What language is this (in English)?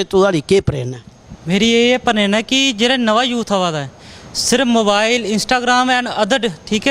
Dogri